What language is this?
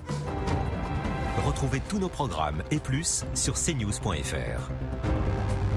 French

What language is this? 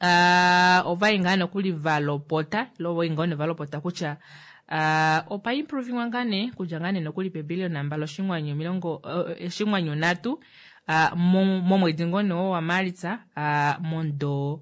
Kuanyama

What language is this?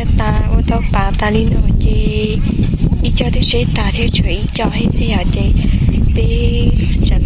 Hmong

